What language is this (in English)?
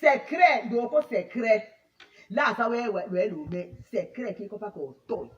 Tetela